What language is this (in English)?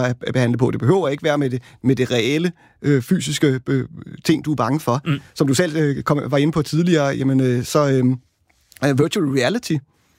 Danish